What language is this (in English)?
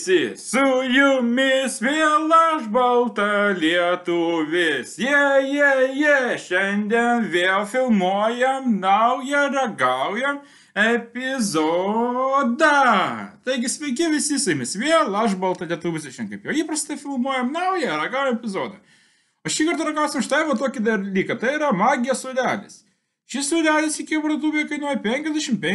Lithuanian